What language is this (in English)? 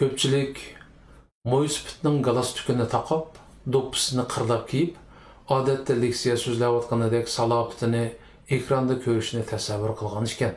Uyghur